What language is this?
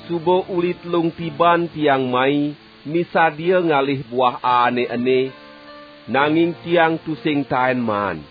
Balinese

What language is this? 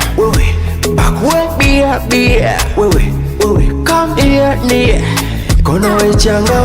Nyoro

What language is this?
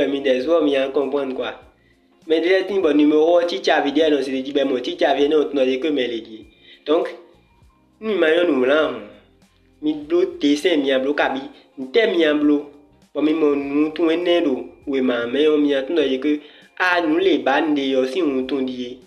Fon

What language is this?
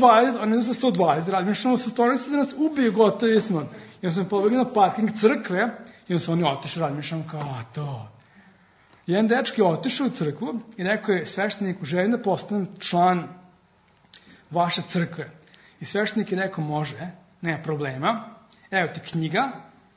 Serbian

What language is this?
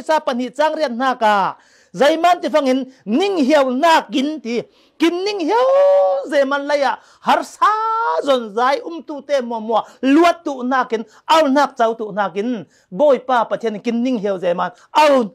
Falam Chin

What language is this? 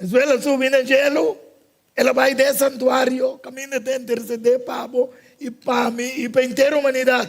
Papiamento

